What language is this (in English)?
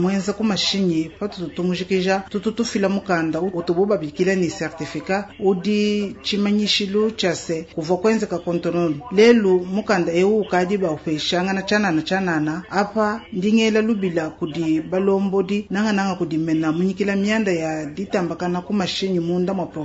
Luba-Lulua